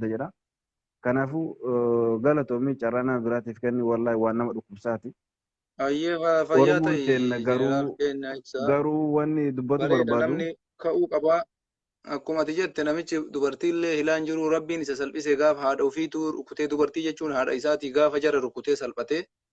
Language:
Oromo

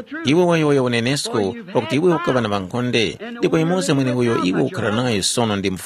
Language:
Tumbuka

